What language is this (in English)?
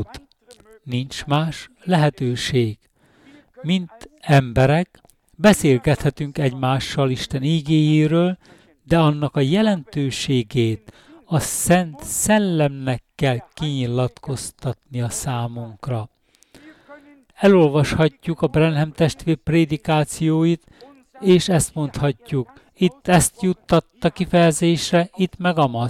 Hungarian